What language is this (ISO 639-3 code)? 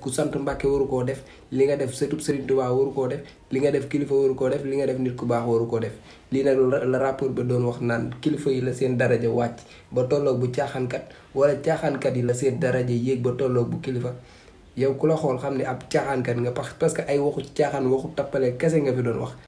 wol